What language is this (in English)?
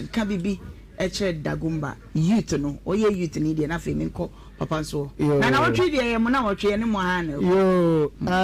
Akan